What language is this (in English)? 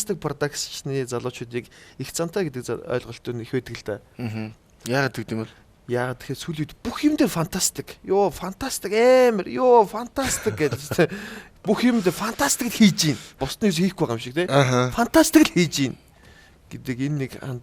Mongolian